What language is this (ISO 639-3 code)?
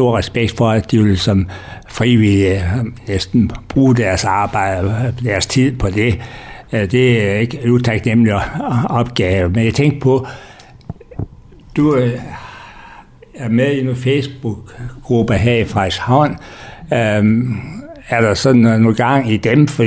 dan